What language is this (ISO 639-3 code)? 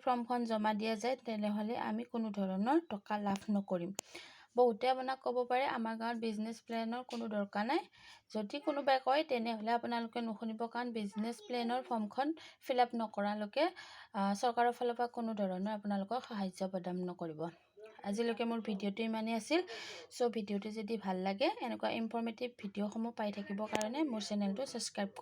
asm